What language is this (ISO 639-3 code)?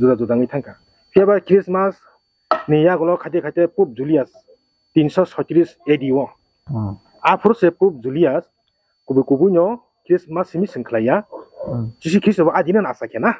trp